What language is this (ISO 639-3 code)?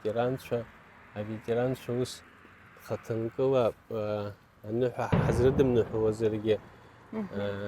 abk